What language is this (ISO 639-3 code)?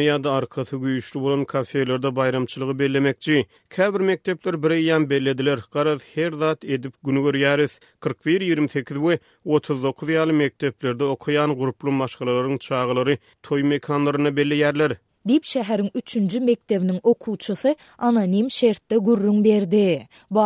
tuk